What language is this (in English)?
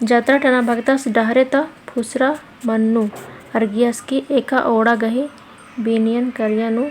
Kurukh